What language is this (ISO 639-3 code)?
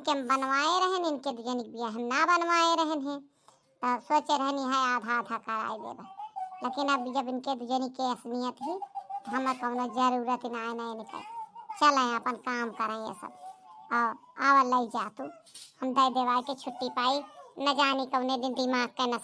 awa